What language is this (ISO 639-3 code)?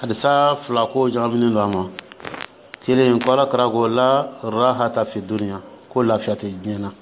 dyu